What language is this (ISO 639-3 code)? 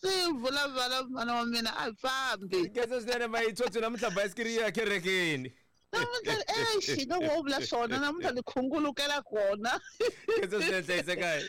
tso